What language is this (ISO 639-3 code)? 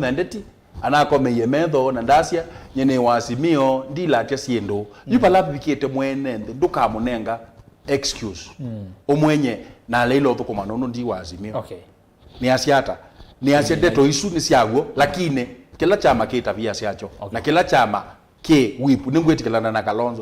kam